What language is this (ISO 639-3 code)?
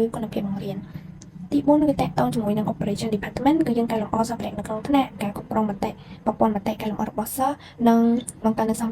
khm